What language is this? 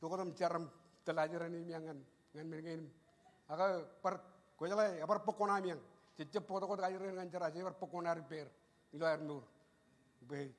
Marshallese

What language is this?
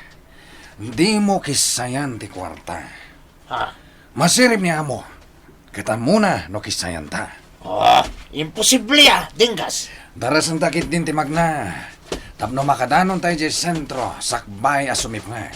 Iloko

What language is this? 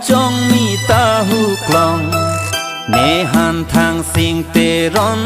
Karbi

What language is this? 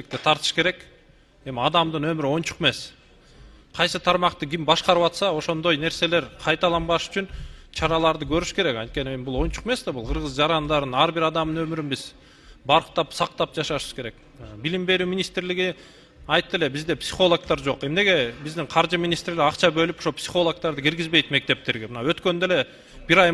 Kyrgyz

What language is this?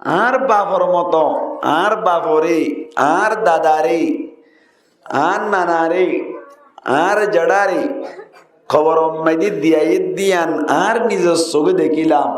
Rohingya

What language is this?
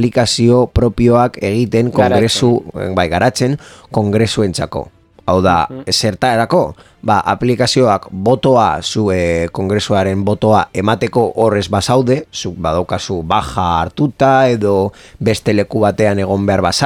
Basque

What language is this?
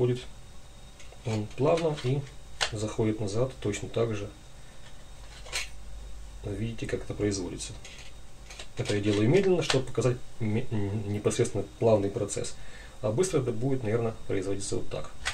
Russian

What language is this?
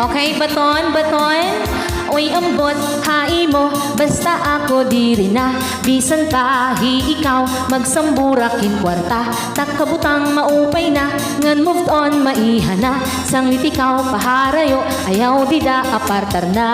Waray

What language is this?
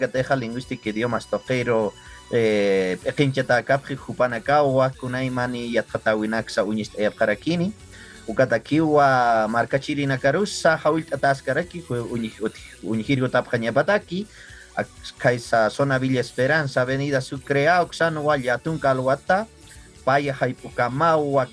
Aymara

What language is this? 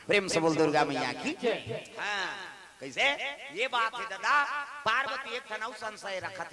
Chhattisgarhi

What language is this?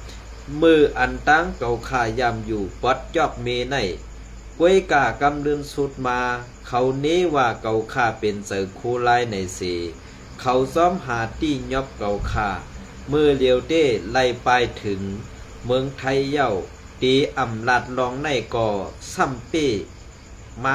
Shan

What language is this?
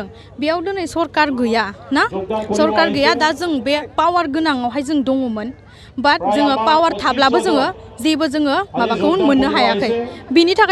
Bodo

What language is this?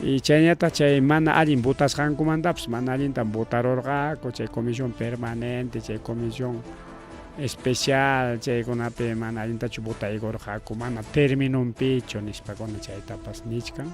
Ayacucho Quechua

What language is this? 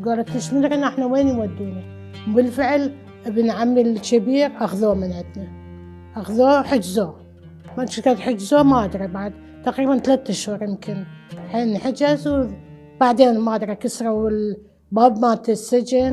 Mesopotamian Arabic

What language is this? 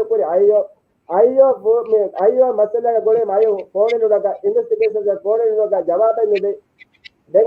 Divehi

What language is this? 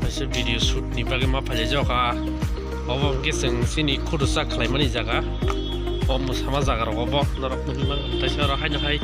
Kok Borok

